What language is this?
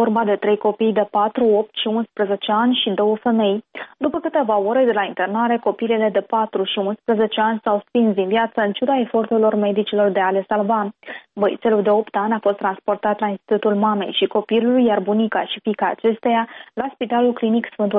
Romanian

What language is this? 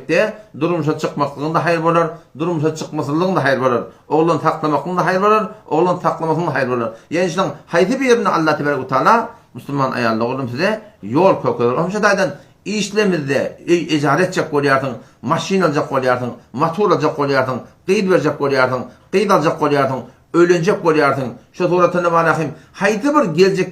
Turkmen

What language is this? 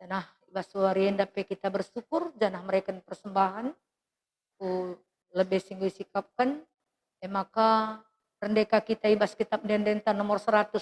Batak Karo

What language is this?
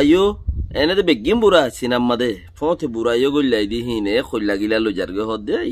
Rohingya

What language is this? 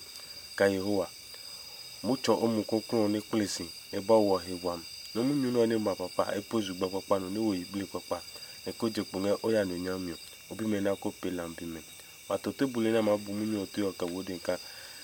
Adangme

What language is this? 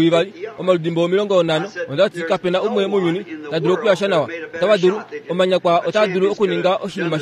Kuanyama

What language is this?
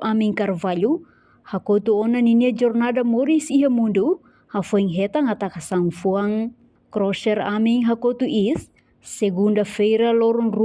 Tetum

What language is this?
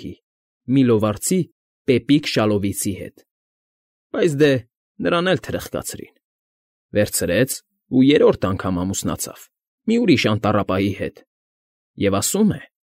Armenian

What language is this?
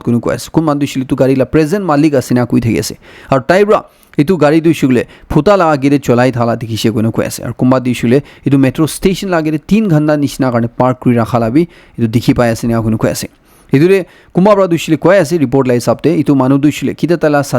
Naga Pidgin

